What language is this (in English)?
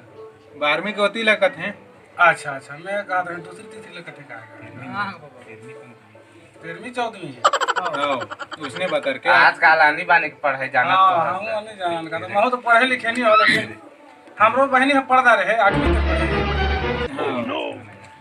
Chhattisgarhi